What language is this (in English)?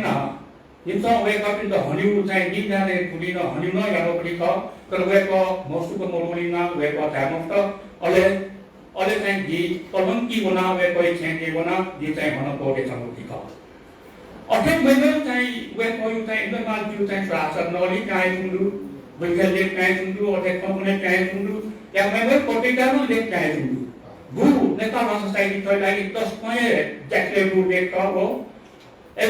Newari